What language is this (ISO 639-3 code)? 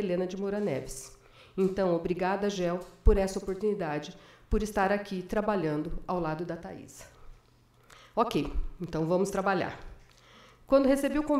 por